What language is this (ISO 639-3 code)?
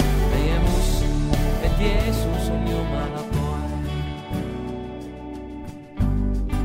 est